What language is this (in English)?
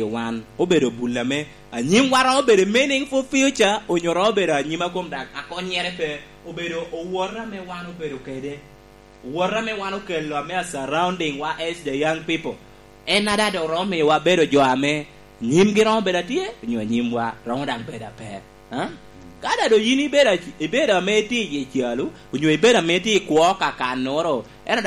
Lango (Uganda)